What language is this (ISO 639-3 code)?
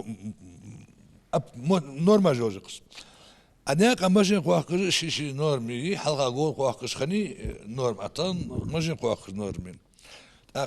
inh